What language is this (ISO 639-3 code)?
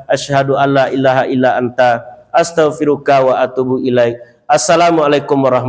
min